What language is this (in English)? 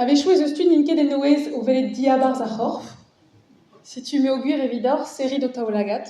Breton